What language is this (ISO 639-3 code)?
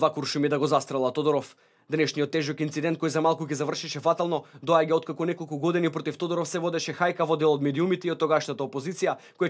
mkd